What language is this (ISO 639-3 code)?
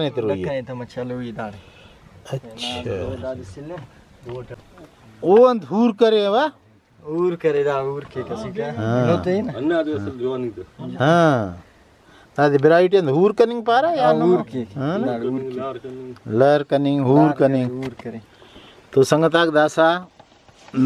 brh